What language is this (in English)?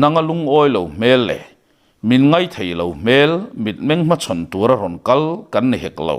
Mizo